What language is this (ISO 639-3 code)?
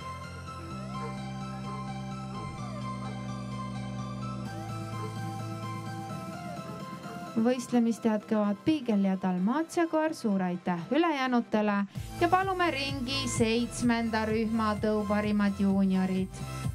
est